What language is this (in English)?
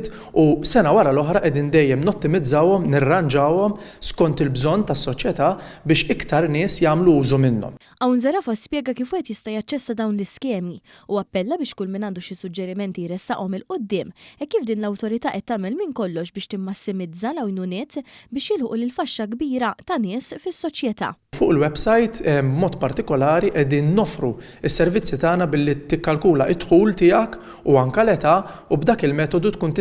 Maltese